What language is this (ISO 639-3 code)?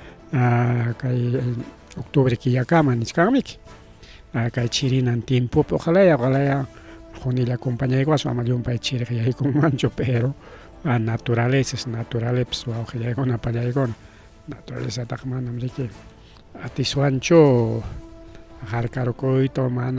quy